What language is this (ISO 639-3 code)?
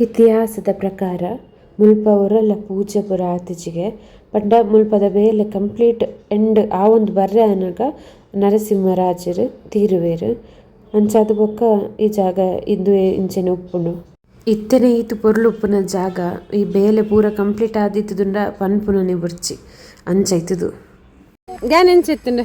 tcy